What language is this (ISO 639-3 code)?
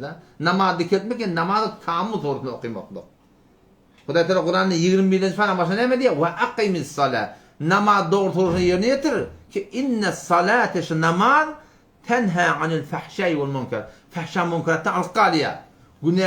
tuk